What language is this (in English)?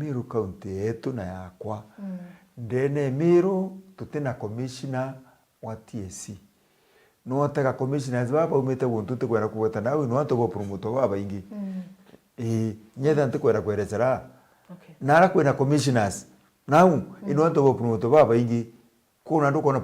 Meru